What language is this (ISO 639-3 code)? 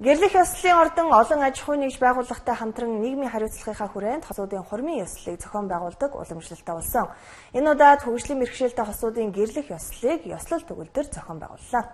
mon